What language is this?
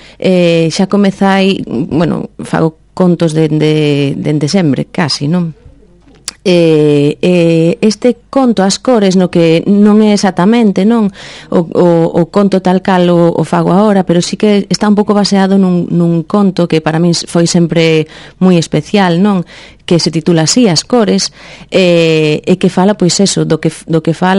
Galician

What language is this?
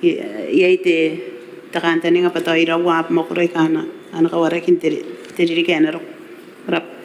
Gilbertese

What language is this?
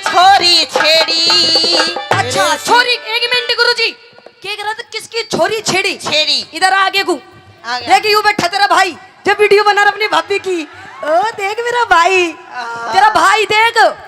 Haryanvi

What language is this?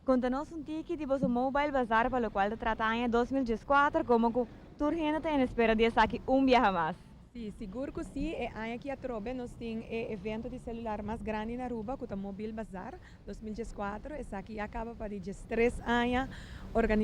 Papiamento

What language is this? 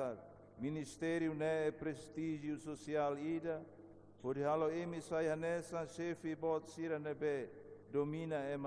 Tetum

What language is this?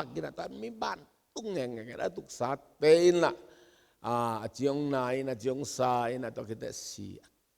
Tedim Chin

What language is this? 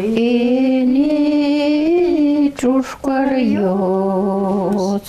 Udmurt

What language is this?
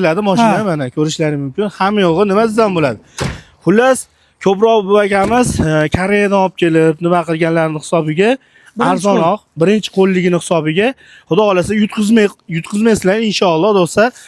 Uzbek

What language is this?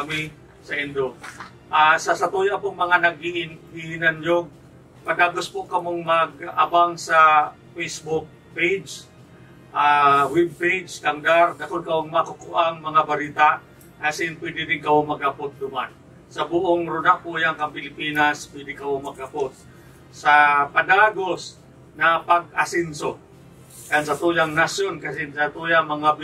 Bikol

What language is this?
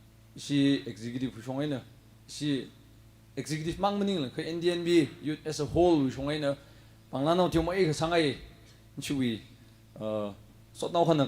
Tangkhul Naga (India)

